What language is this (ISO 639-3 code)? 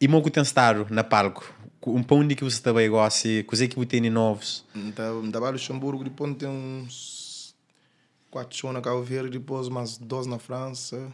kea